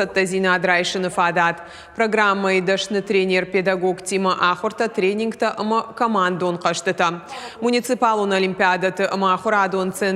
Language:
Ossetic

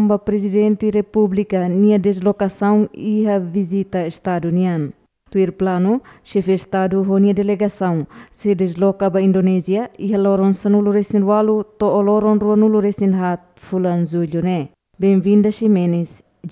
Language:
Tetum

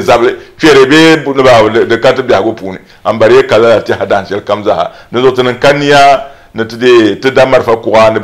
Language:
Dagbani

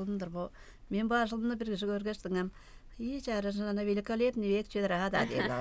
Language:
Tuvinian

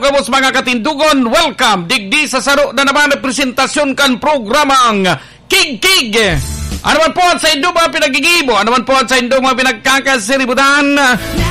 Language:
Bikol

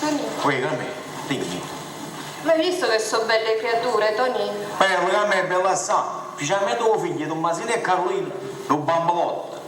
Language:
Neapolitan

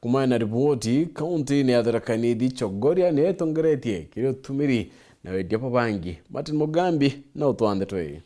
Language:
Meru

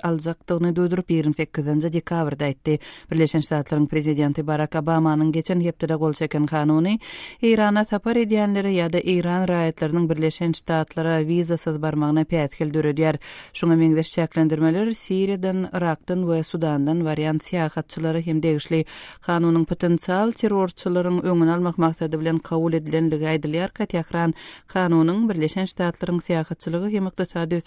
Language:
Turkmen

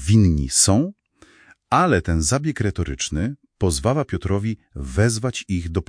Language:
Polish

